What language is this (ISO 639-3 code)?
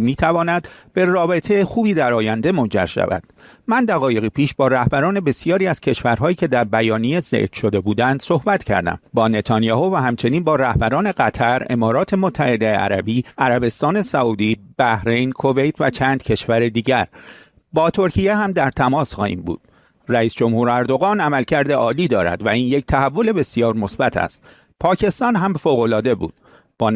fas